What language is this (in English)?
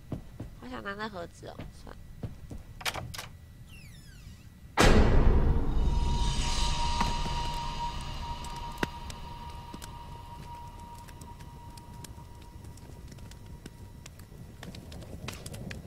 Chinese